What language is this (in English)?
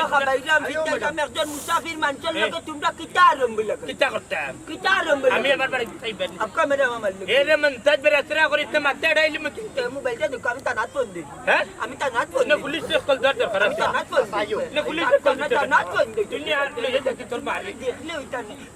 Sylheti